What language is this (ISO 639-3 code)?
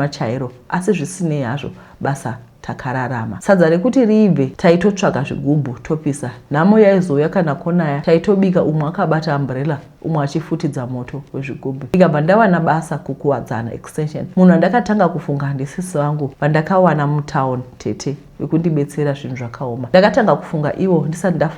sna